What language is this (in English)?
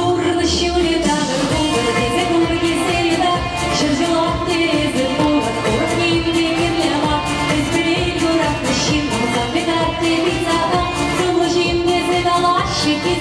Chuvash